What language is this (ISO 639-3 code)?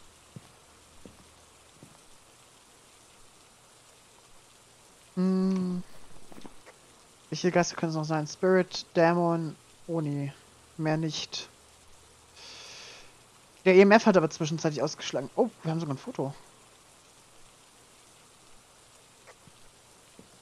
deu